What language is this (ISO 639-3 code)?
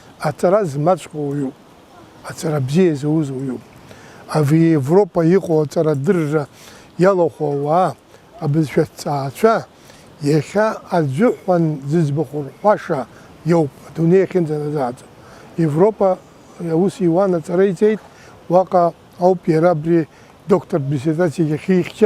abk